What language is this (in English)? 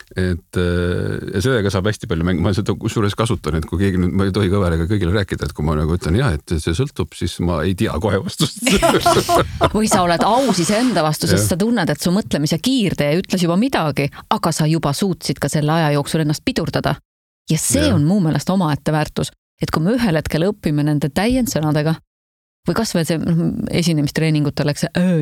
Estonian